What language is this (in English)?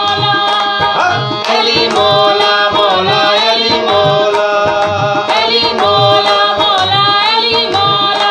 Saraiki